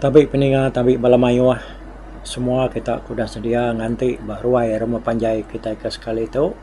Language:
Iban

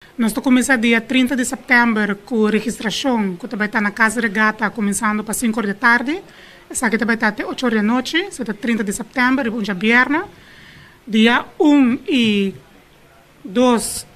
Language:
Papiamento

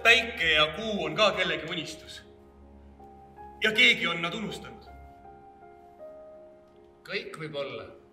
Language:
Estonian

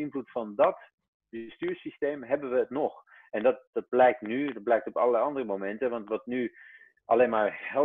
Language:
Dutch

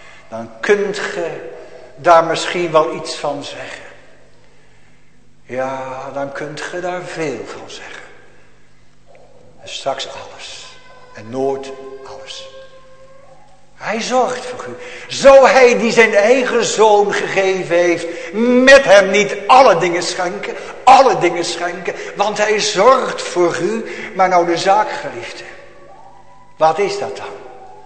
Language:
Dutch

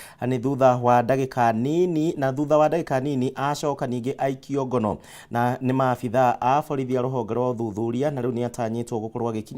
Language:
Kikuyu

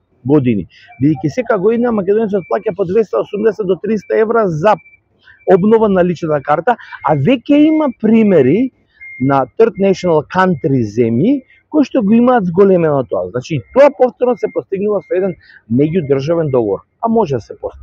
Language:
Macedonian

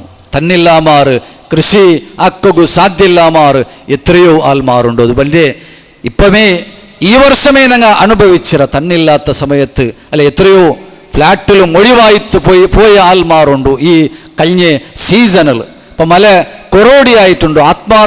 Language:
Malayalam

